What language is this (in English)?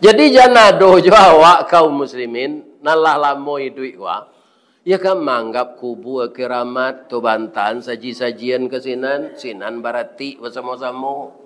Minangkabau